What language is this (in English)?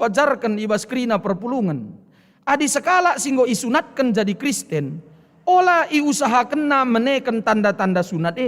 Batak Karo